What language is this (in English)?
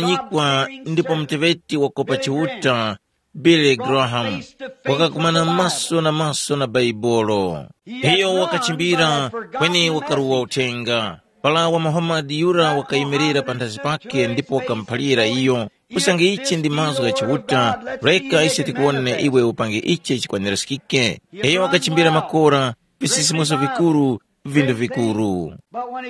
Tumbuka